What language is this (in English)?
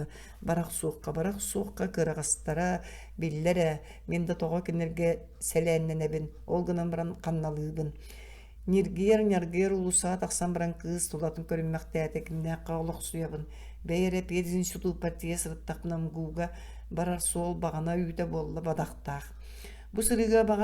Yakut